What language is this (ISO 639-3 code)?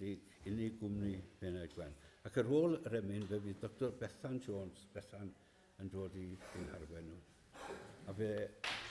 cym